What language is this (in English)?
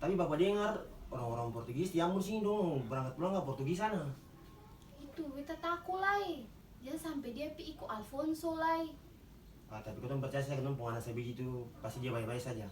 Ambonese Malay